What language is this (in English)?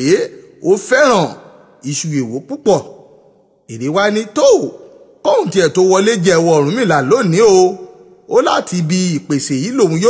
Yoruba